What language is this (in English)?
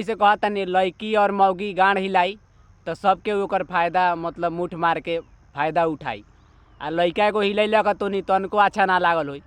Bhojpuri